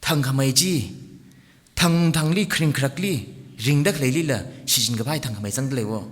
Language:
Tangkhul Naga (India)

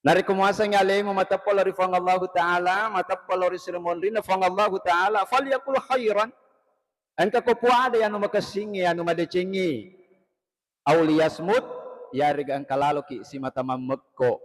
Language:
Buginese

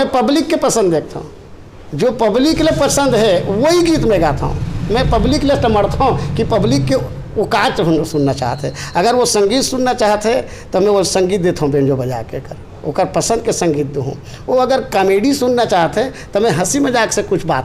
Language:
Chhattisgarhi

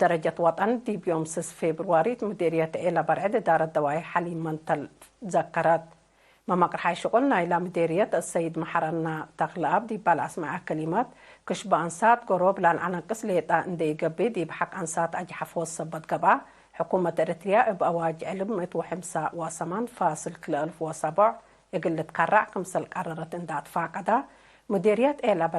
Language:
Tigre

